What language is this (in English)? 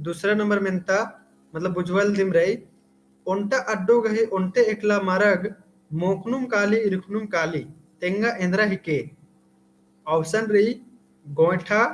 Kurukh